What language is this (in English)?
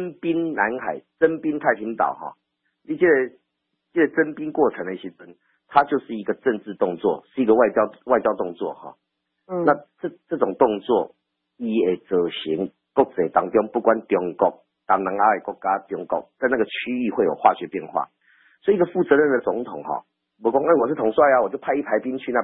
Min Nan Chinese